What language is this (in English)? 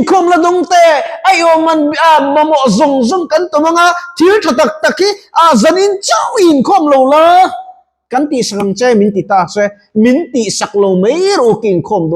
Mizo